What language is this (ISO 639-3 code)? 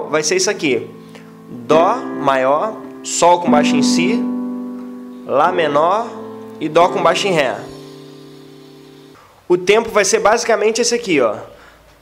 por